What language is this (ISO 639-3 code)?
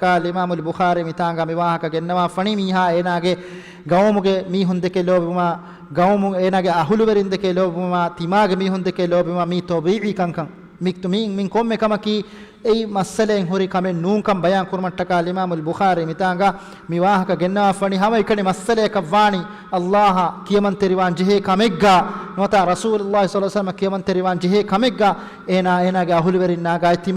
div